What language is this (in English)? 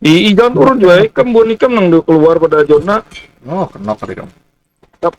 Banjar